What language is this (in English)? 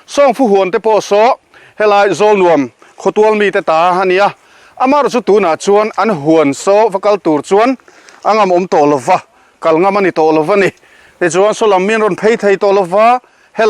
Mizo